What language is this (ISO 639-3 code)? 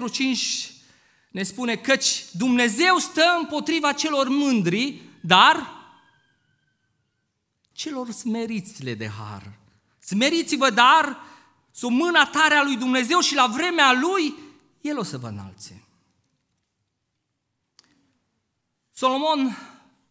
ron